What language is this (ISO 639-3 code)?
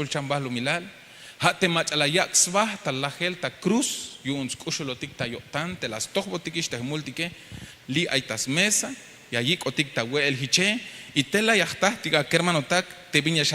tzh